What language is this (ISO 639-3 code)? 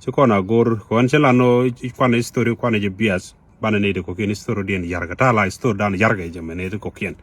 nus